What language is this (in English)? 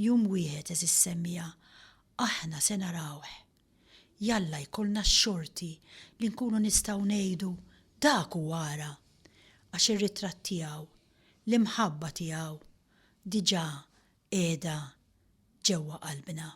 Maltese